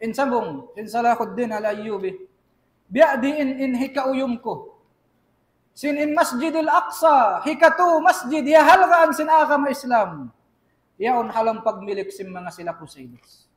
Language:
Tausug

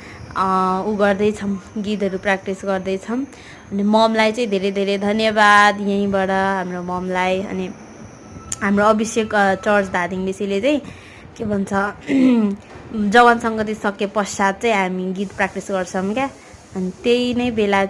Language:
Nepali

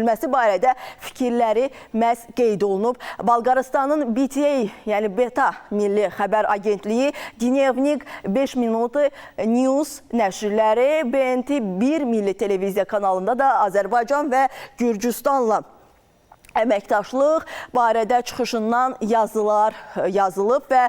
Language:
Azerbaijani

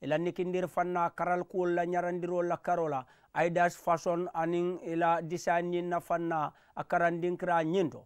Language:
Mandingo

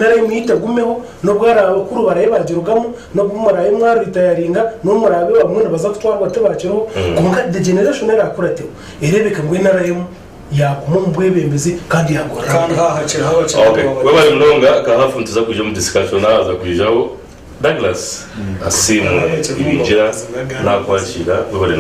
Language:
Nyankole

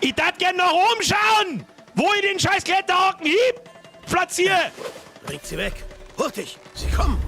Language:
Bavarian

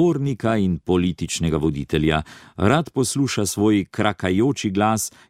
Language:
Slovenian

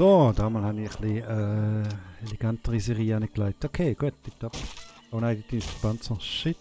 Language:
Swiss German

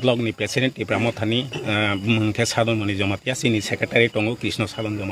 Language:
Kok Borok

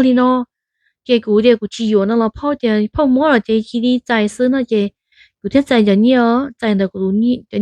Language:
Hmong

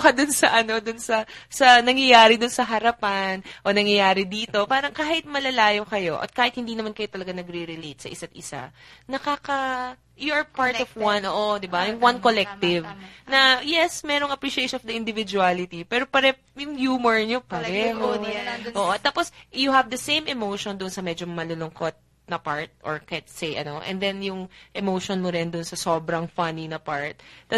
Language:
Filipino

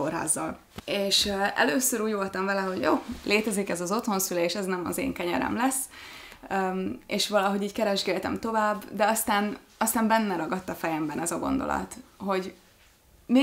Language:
Hungarian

